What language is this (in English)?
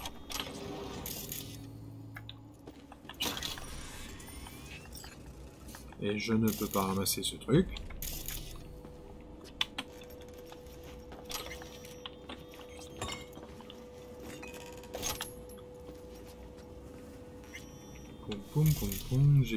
French